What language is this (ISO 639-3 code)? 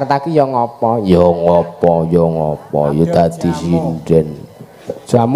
jav